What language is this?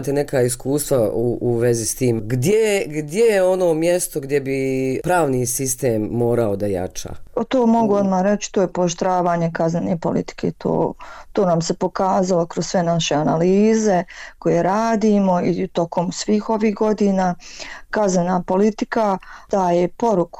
Bosnian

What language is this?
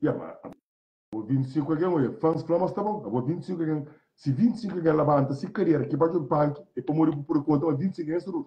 Kabuverdianu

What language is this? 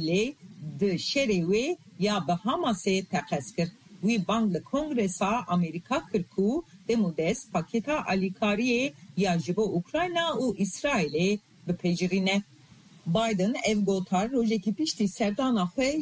Kurdish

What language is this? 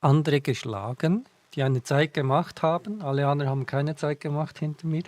Swiss German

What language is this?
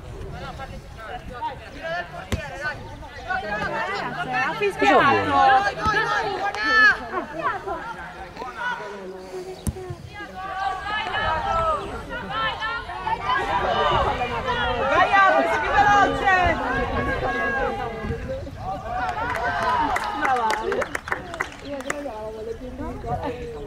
Italian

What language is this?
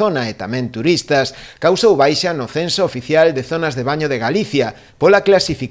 Galician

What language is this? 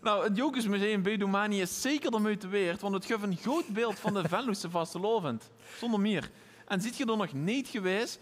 Limburgish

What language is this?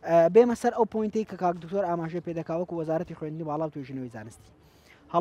Central Kurdish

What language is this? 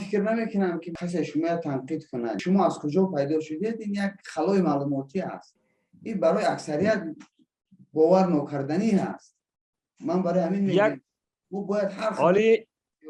Persian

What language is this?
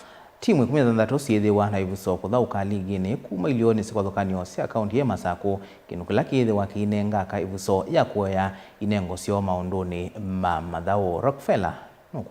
Kamba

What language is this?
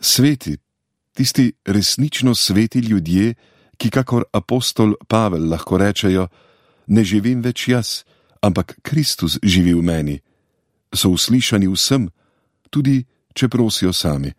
Slovenian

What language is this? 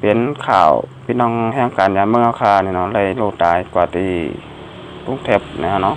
Shan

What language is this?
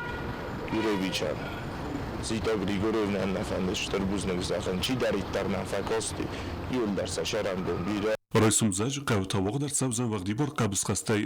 Ossetic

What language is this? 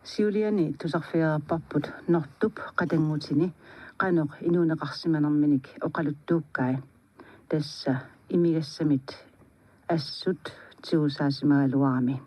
Kalaallisut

